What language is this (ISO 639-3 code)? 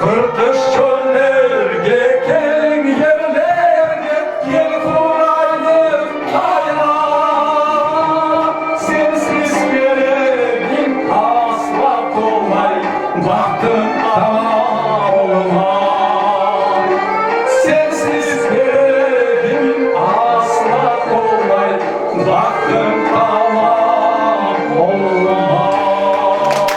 crh